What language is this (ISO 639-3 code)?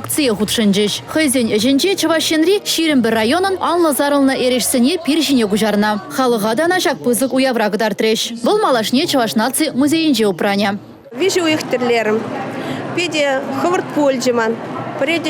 chv